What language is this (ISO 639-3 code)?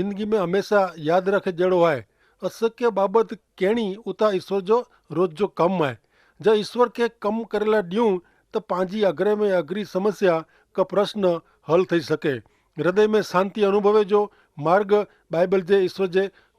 kfr